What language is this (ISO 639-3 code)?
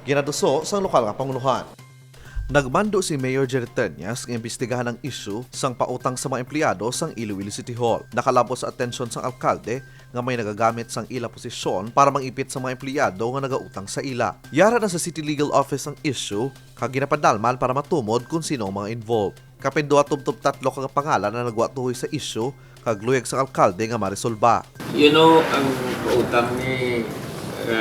hil